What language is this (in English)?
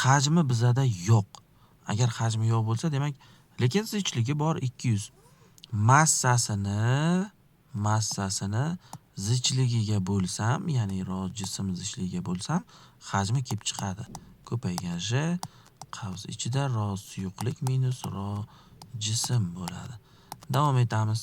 Uzbek